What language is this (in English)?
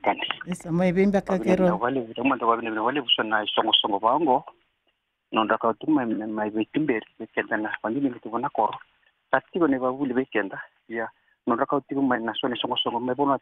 Fijian